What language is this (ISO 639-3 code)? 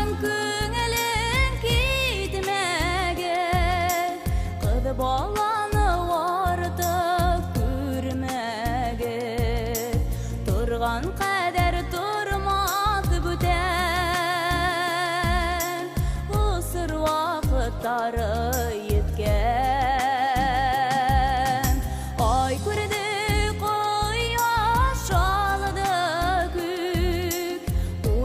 bak